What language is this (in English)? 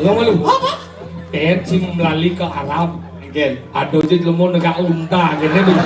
Balinese